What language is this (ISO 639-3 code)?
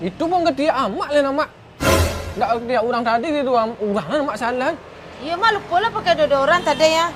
min